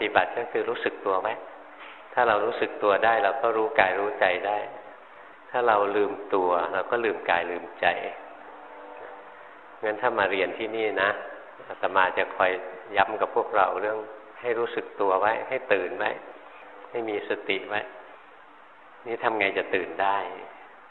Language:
Thai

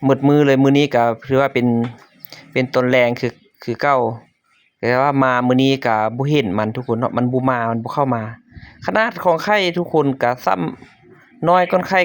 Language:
Lao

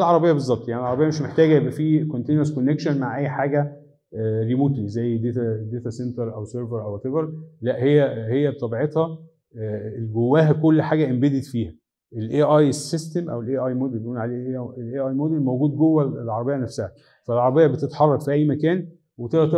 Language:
Egyptian Arabic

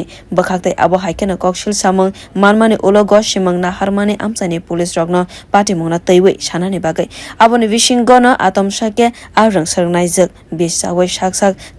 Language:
Kok Borok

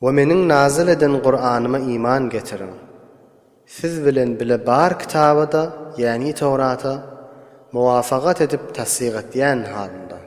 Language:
Turkmen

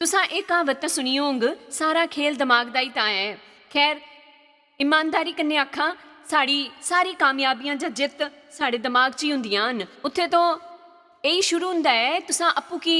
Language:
Dogri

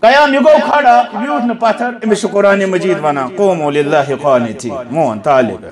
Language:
Kashmiri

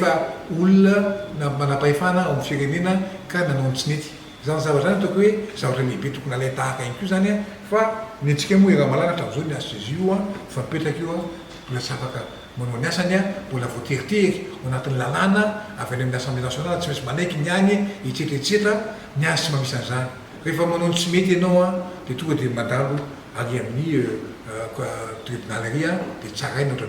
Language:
Malagasy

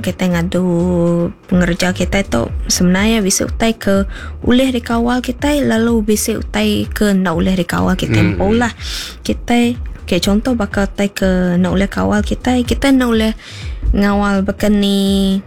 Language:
Iban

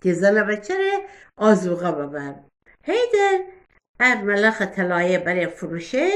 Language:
Gilaki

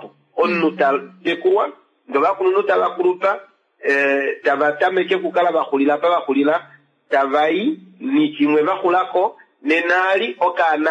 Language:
Kuanyama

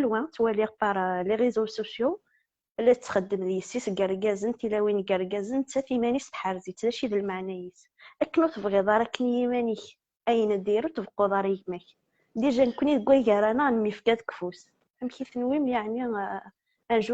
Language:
Kabyle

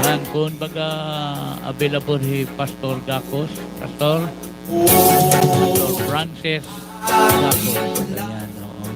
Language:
Waray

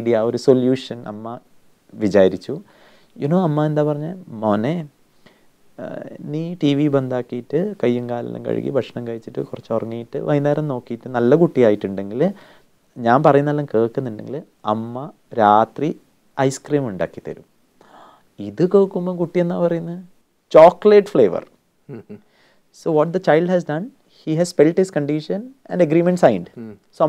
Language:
Malayalam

